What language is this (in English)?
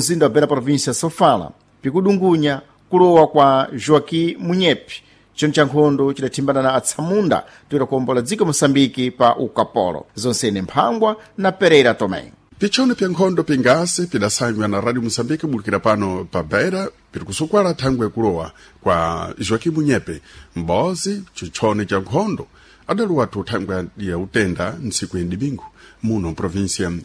Sena